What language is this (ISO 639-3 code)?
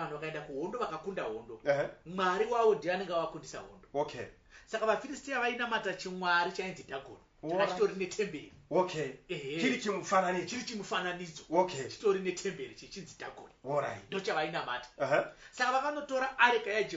sna